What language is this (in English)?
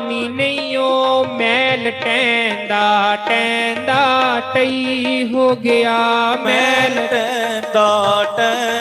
Dogri